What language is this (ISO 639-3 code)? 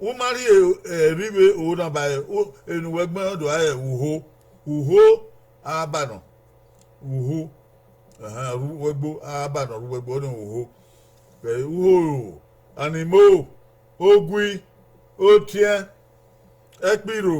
bin